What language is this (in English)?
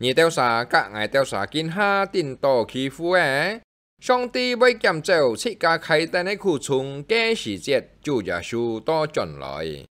Hakka Chinese